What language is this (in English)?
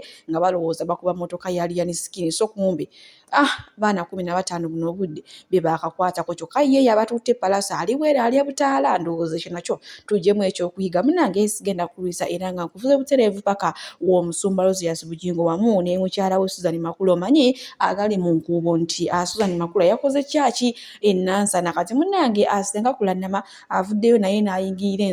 Ganda